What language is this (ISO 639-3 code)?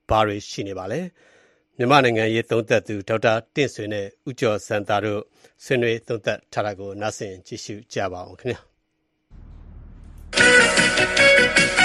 mya